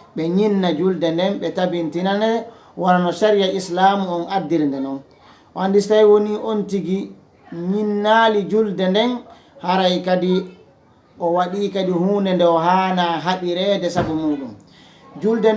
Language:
Fula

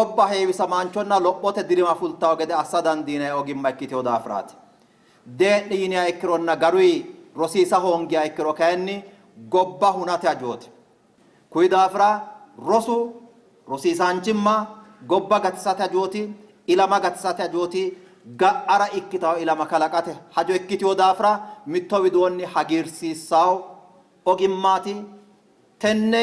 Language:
Sidamo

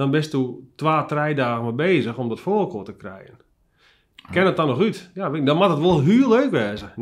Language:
Western Frisian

